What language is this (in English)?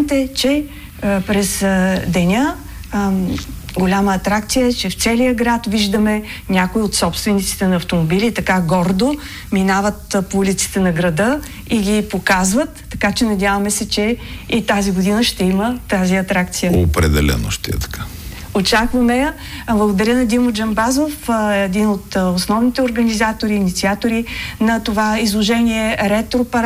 Bulgarian